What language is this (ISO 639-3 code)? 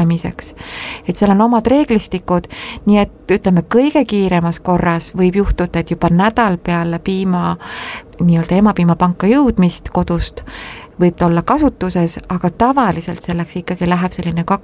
est